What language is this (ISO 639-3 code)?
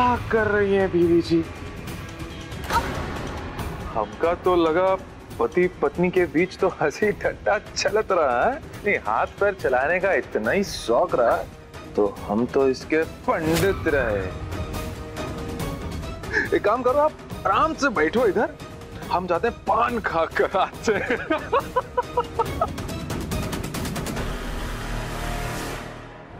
hin